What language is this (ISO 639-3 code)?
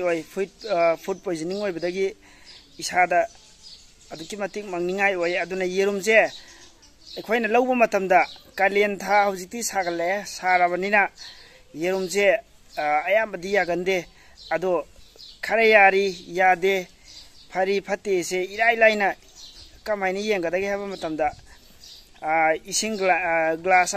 mni